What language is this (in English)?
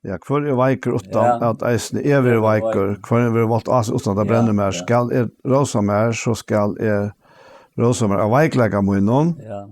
Faroese